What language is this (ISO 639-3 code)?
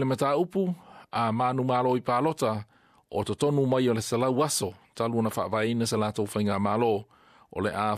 smo